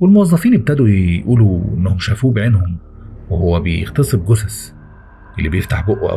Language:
Egyptian Arabic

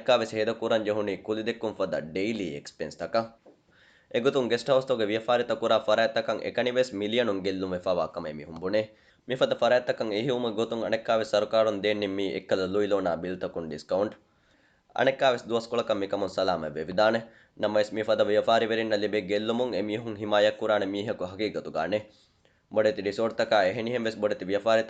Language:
Divehi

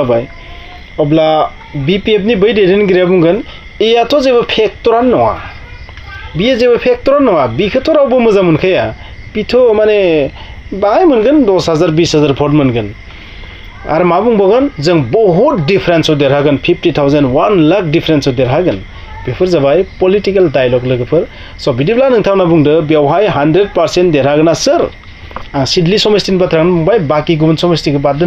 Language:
Bodo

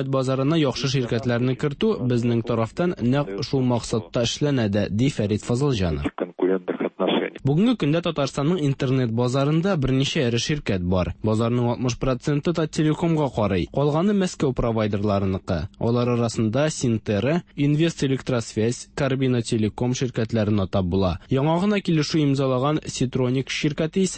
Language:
Tatar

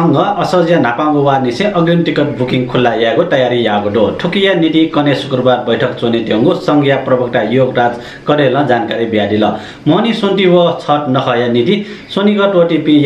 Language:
Newari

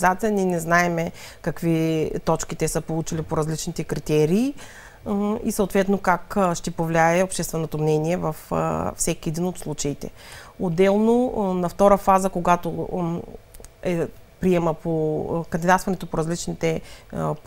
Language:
Bulgarian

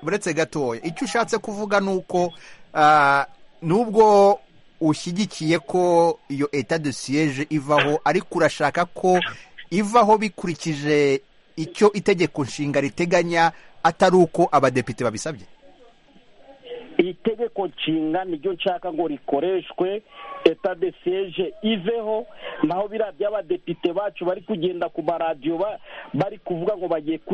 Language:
Kinyarwanda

